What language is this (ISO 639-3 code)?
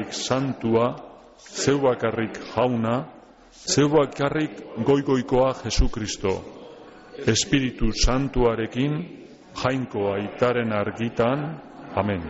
eus